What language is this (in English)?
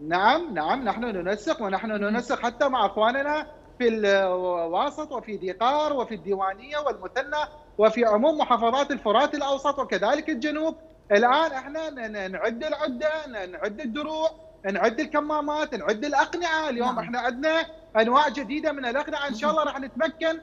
Mesopotamian Arabic